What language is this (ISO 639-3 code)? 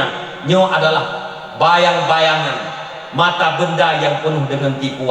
ace